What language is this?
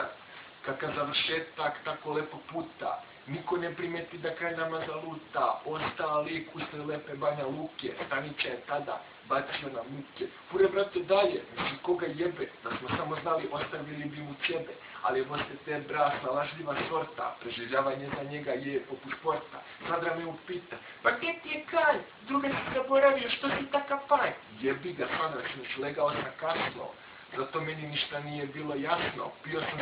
Bosnian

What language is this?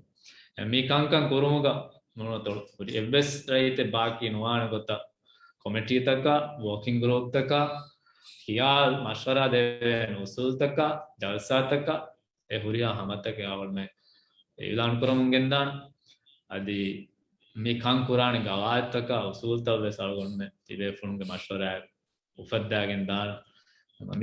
Divehi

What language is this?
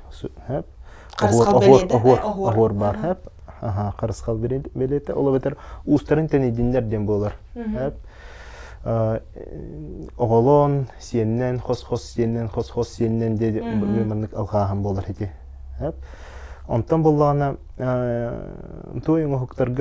Yakut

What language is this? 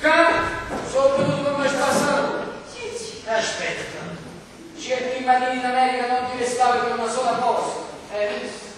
Neapolitan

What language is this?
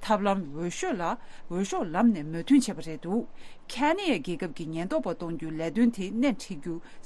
Tibetan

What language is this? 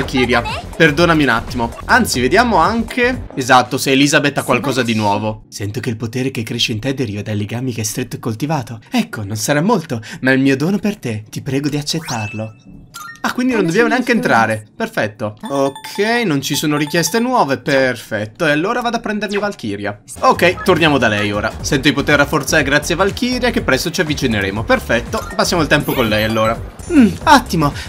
Italian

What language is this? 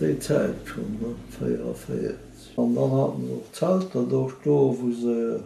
Luxembourgish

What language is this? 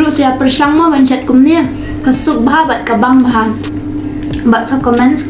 Khasi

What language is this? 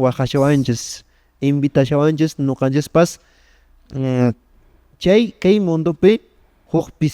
Quechua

